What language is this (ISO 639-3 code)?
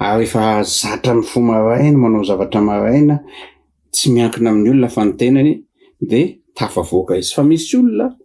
mlg